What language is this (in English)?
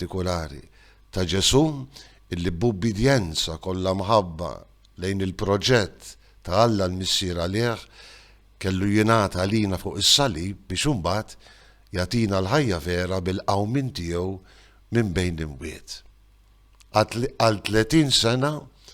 Maltese